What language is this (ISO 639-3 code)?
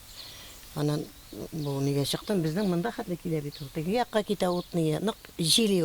tat